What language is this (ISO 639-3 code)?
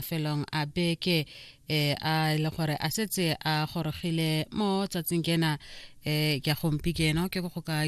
tsn